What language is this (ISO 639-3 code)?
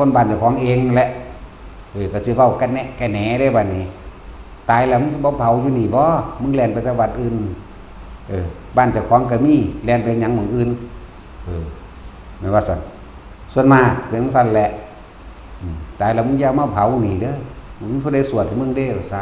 tts